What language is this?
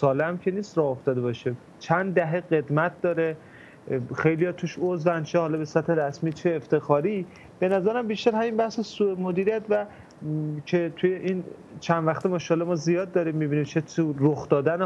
Persian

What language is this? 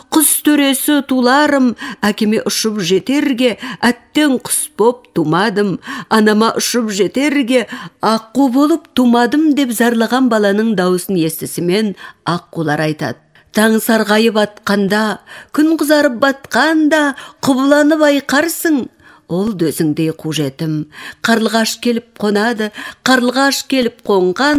Kazakh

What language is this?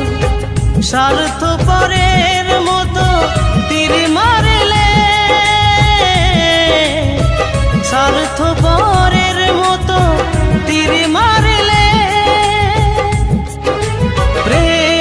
Bangla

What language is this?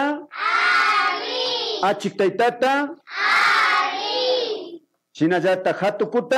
Imbabura Highland Quichua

